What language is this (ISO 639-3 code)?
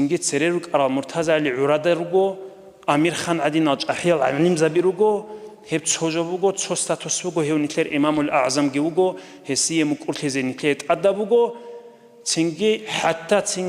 ava